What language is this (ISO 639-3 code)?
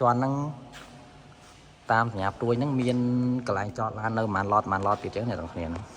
khm